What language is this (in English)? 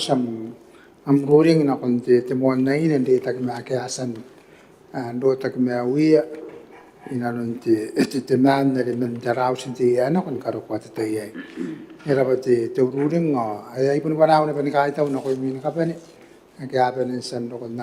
Gilbertese